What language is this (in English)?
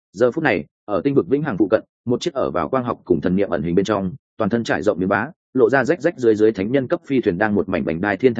Vietnamese